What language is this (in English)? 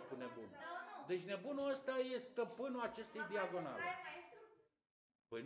Romanian